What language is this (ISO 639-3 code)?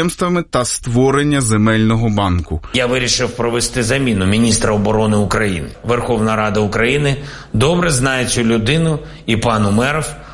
ukr